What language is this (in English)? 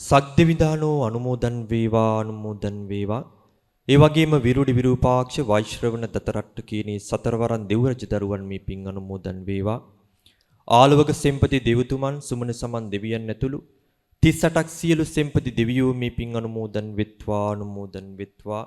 Sinhala